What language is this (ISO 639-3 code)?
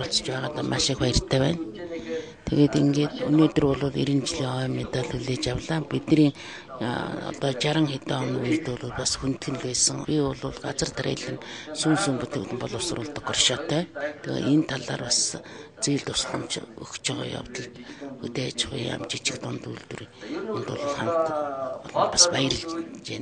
mon